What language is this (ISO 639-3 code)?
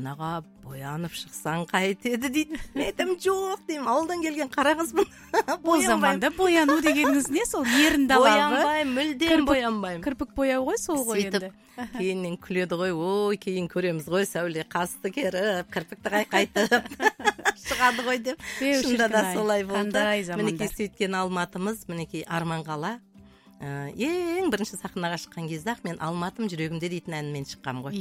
kaz